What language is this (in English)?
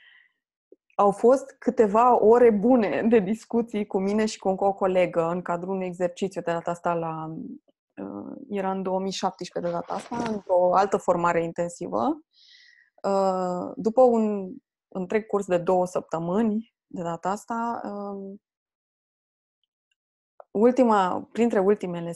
Romanian